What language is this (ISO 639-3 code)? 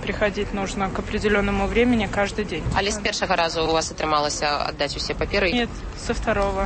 bel